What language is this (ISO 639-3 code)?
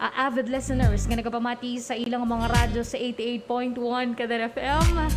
hil